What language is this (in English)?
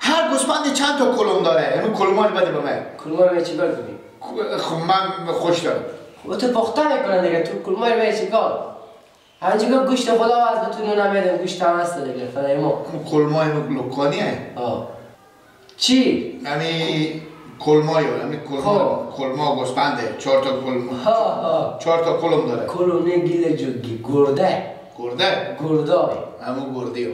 Persian